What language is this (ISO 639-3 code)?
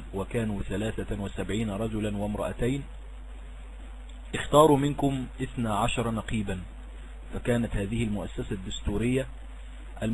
ara